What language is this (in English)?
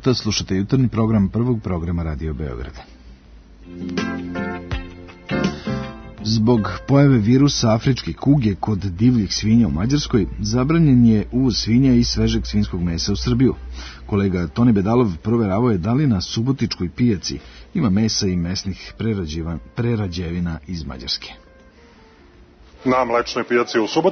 Serbian